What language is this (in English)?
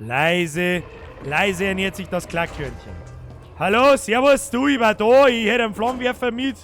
Bavarian